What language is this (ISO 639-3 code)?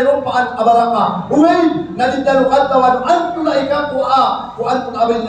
mrw